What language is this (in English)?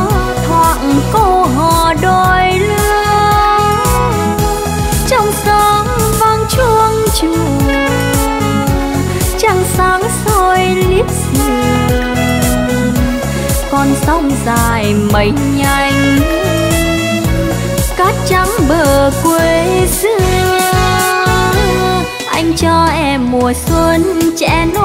Vietnamese